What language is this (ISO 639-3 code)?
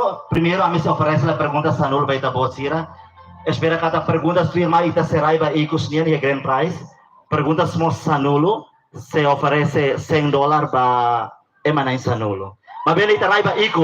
tet